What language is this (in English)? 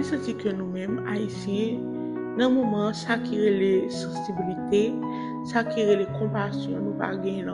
Haitian Creole